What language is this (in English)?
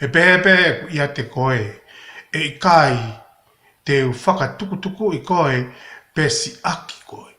Tongan